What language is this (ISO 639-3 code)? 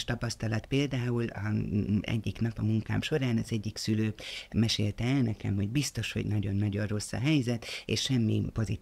hun